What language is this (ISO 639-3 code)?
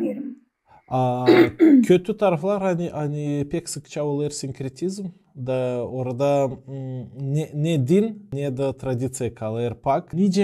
gag